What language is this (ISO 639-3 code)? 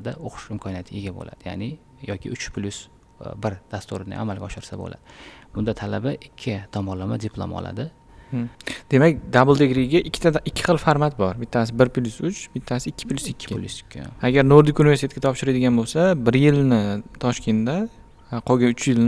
uzb